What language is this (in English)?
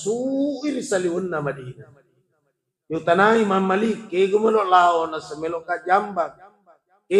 Buginese